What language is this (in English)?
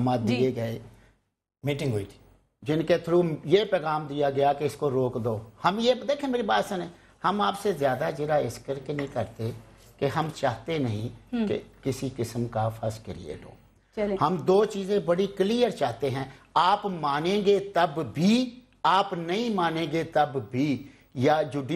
Urdu